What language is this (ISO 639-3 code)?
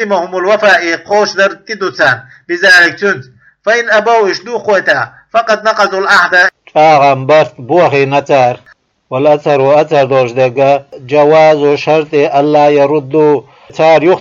che